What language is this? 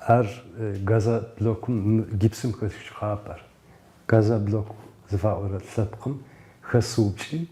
Adyghe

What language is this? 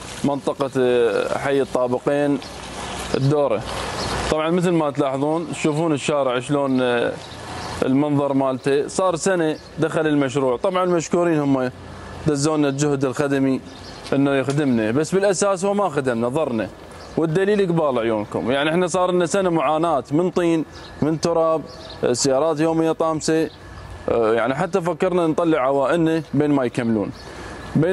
Mesopotamian Arabic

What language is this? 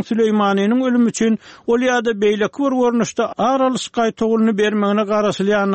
Turkmen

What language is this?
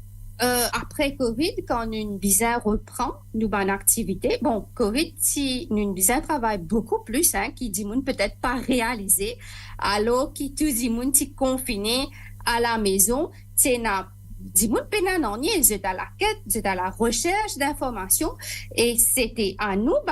Morisyen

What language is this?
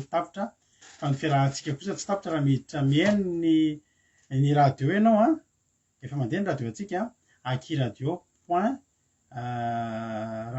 Malagasy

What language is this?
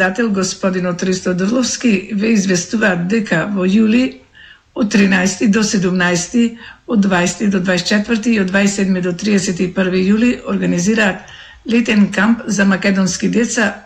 Macedonian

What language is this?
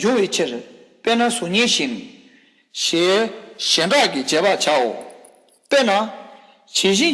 Tibetan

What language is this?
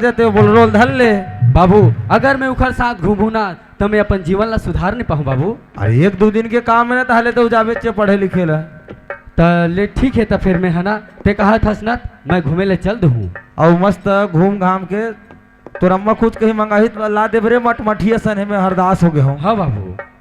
Chhattisgarhi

